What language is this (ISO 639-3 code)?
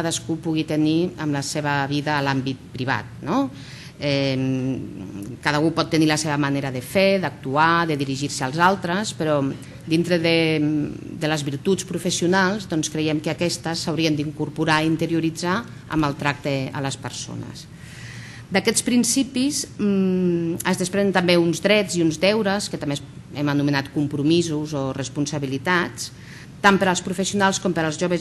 cat